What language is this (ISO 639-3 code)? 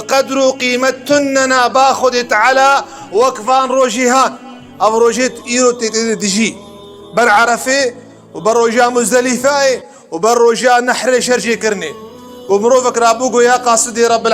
kur